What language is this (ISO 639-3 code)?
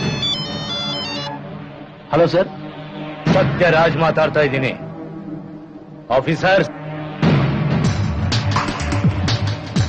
kan